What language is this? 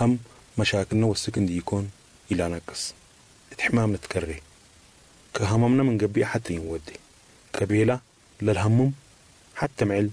Sudanese Arabic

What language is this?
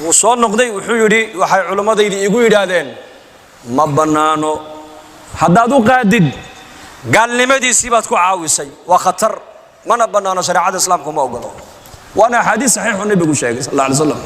Somali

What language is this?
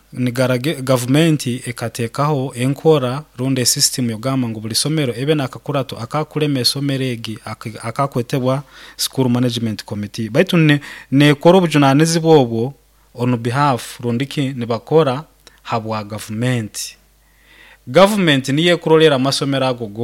Nyoro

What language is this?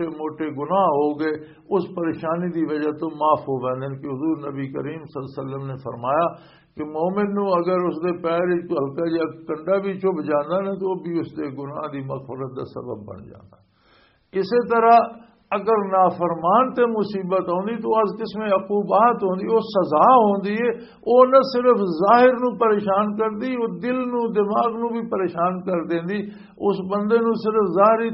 Western Panjabi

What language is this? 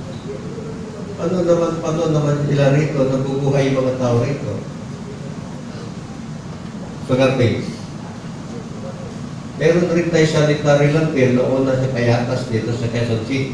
Filipino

